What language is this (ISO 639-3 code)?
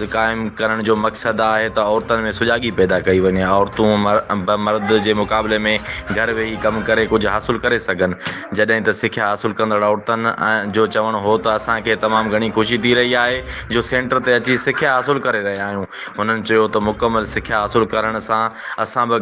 snd